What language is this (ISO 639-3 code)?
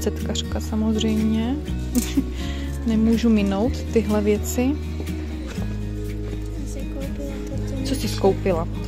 ces